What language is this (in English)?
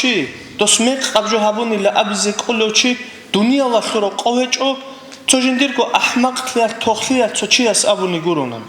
Avaric